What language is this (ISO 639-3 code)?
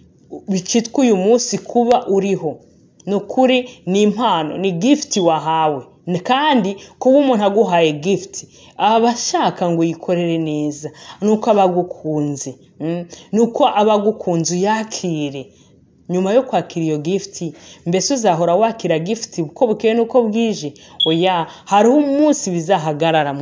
run